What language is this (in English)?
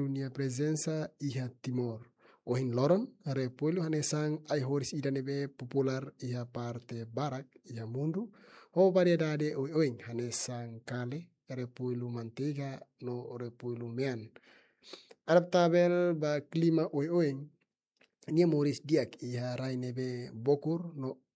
Tetum